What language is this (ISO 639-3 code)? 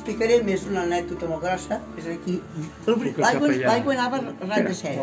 cat